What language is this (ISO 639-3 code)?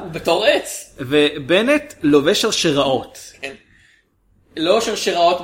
heb